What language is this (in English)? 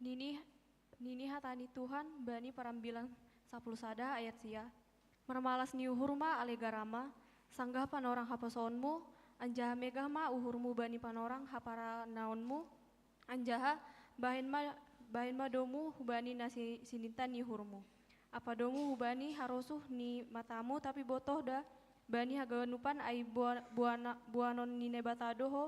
Batak Simalungun